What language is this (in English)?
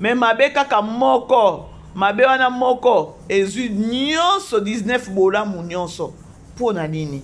Lingala